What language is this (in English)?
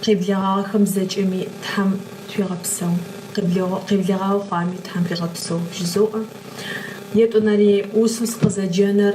Adyghe